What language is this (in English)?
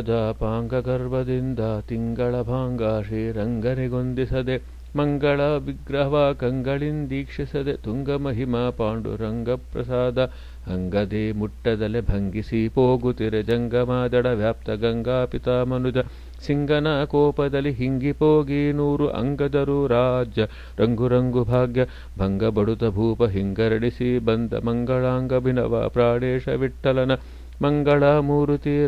Kannada